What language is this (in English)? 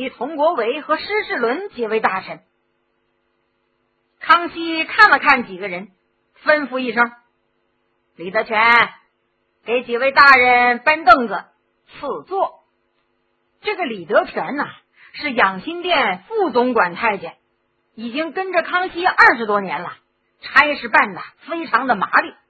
Chinese